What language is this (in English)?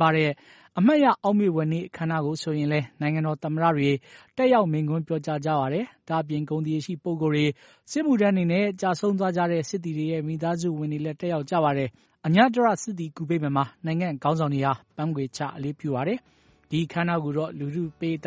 Burmese